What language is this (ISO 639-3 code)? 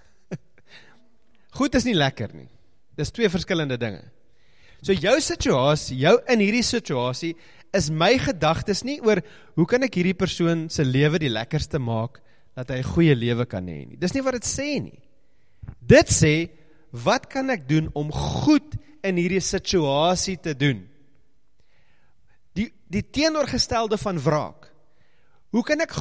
afr